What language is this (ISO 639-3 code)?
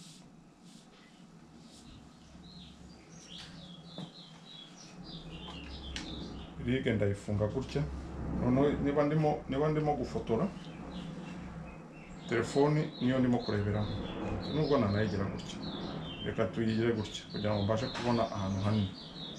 kin